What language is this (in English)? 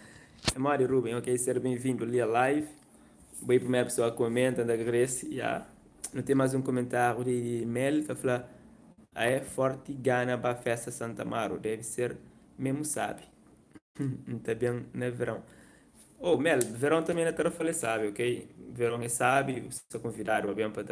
Kabuverdianu